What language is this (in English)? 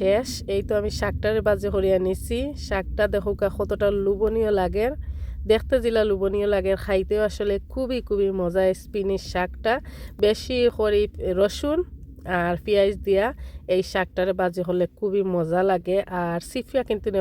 Sylheti